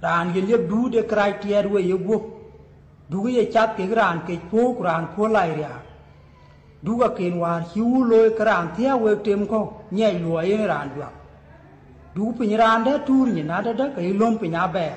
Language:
Dinka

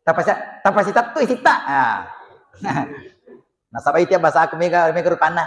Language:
Buginese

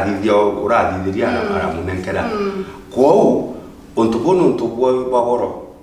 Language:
Meru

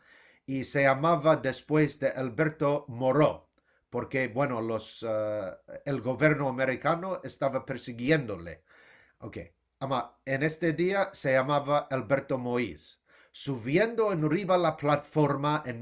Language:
Ladino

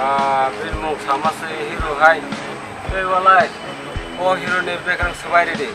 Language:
Kok Borok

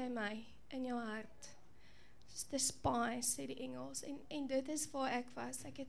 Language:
Afrikaans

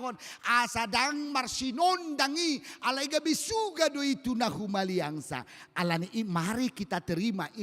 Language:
Batak Toba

